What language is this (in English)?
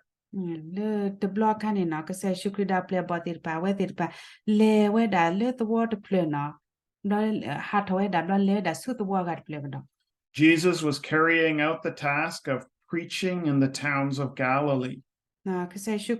S'gaw Karen